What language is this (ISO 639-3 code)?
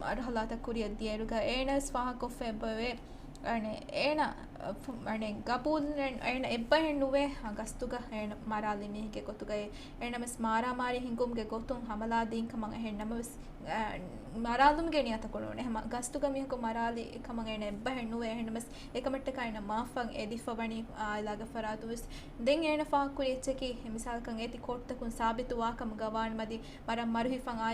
div